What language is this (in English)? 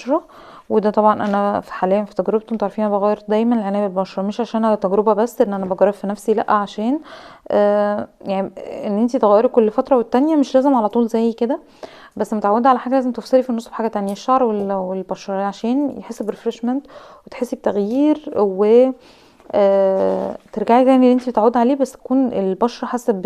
Egyptian Arabic